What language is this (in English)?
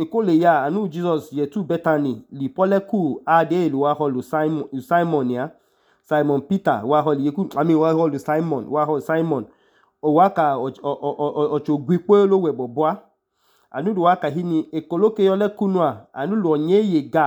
Idoma